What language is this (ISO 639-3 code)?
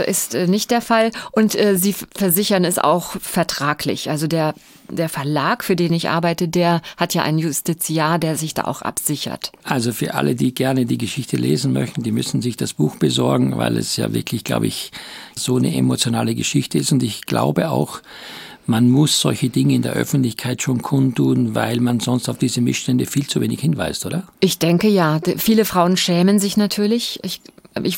deu